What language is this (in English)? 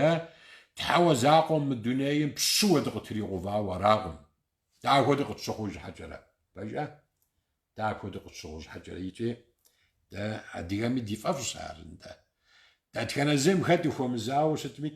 Kabardian